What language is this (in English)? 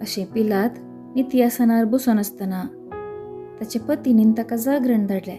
Konkani